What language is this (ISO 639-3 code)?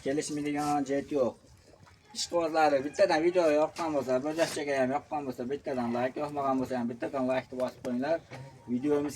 uzb